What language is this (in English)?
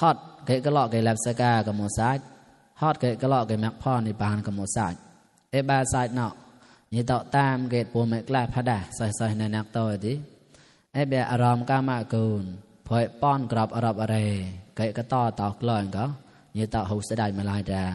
Mon